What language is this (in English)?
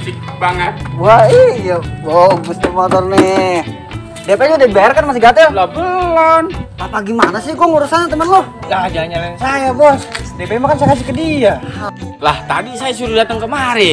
Betawi